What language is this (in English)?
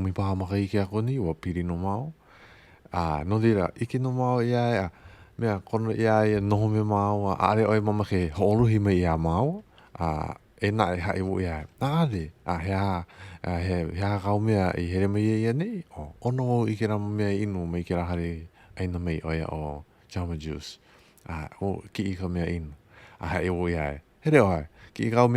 Hawaiian